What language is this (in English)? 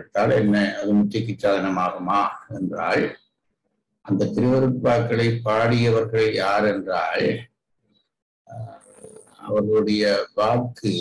Tamil